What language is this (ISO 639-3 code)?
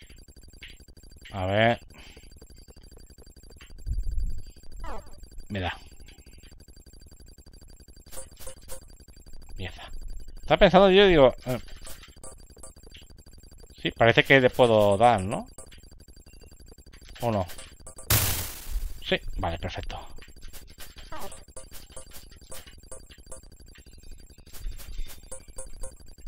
spa